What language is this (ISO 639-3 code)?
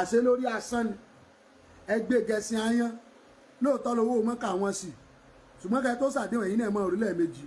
yor